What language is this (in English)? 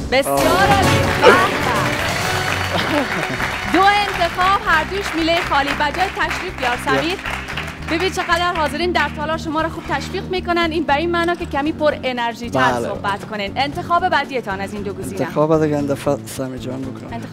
Persian